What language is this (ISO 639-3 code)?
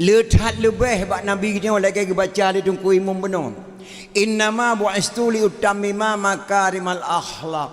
ace